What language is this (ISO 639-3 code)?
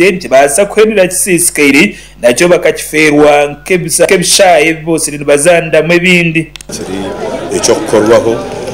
nyn